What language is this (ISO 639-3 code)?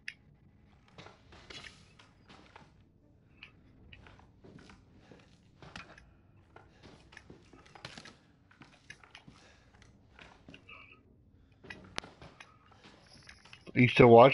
eng